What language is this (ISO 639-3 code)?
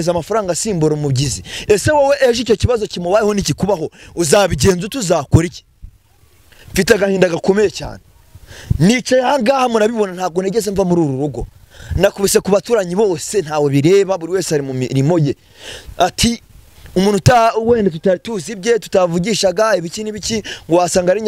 kin